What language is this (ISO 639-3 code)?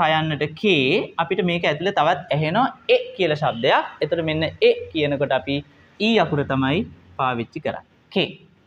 sin